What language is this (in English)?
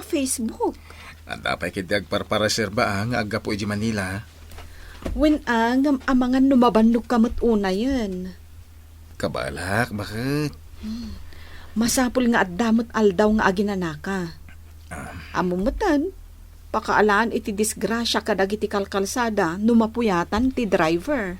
Iloko